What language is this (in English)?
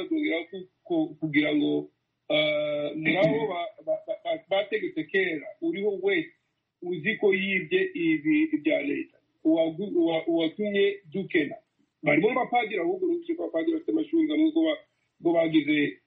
Kinyarwanda